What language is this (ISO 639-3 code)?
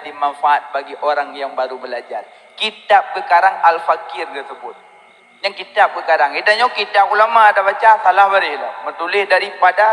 ace